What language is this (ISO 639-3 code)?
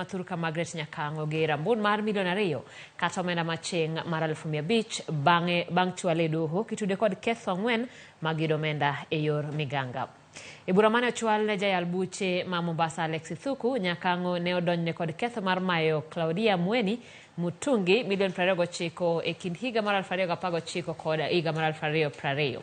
luo